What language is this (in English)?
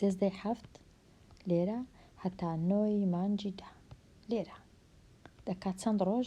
Central Kurdish